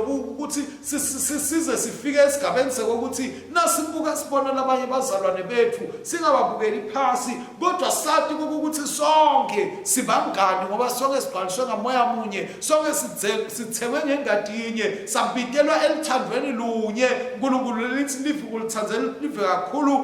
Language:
Swati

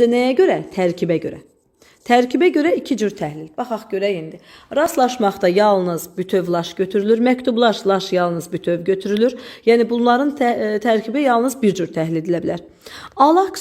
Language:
Azerbaijani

